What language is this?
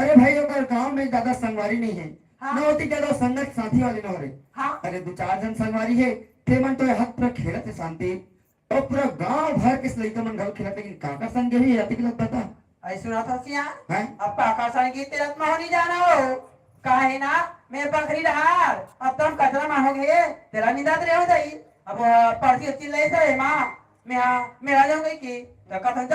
Chhattisgarhi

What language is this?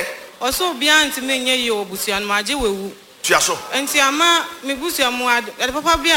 Akan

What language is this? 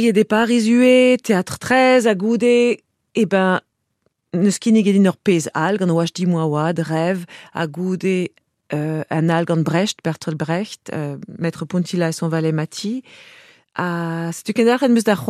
Breton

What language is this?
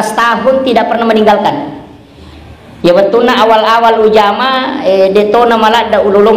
Buginese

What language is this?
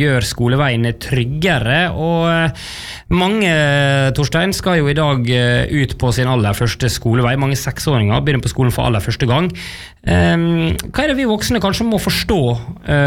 Norwegian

